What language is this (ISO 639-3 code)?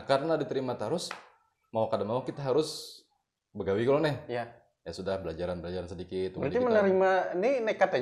bjn